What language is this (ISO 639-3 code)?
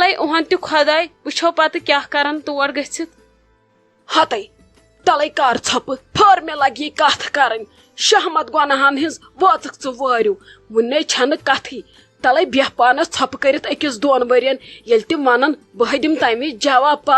kas